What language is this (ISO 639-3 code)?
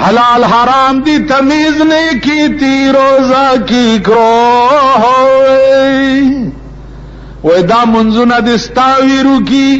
pus